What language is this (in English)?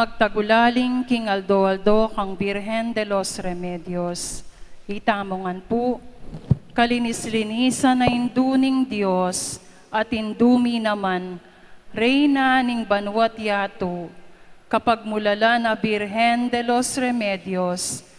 Pampanga